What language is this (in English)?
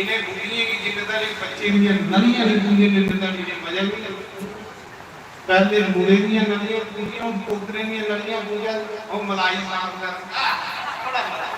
Dogri